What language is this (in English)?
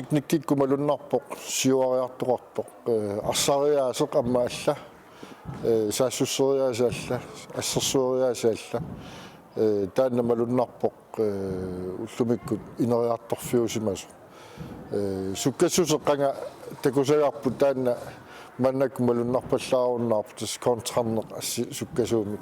Kalaallisut